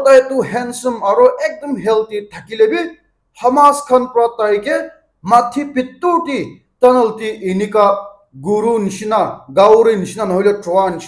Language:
Naga Pidgin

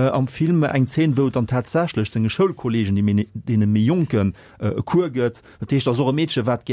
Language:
Luxembourgish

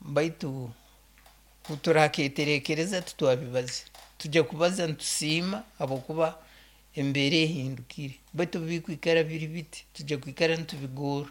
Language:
Nyoro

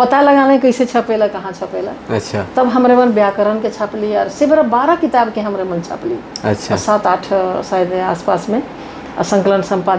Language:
Sadri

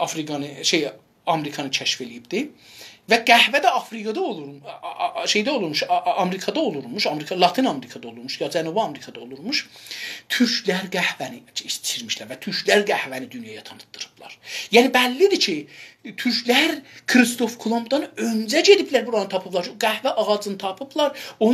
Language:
South Azerbaijani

